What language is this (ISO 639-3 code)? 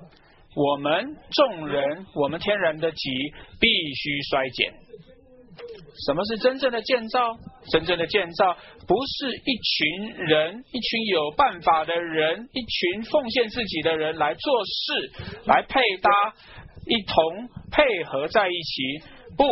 zho